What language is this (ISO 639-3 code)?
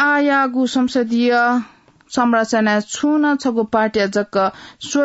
new